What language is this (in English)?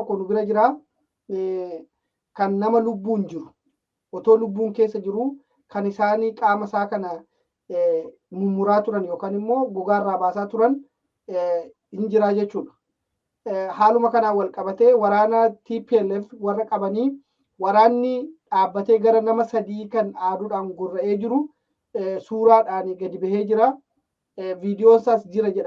Oromo